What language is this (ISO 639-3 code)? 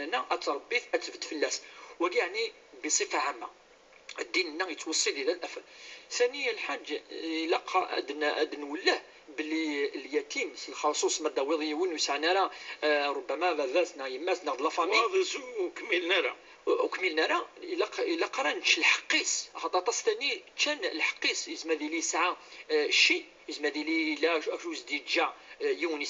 kab